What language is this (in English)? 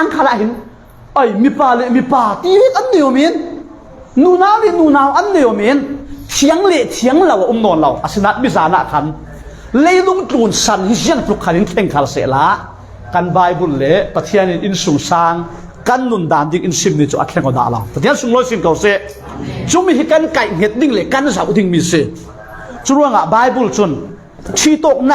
Falam Chin